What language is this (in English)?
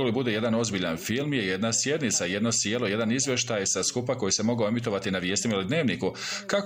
Bosnian